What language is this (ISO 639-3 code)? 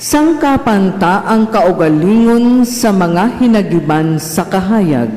ceb